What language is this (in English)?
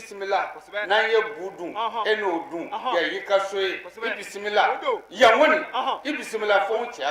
Bambara